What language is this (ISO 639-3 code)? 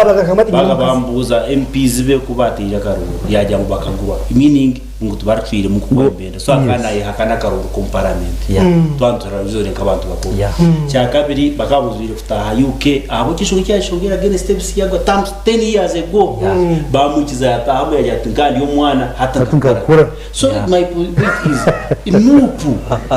nyn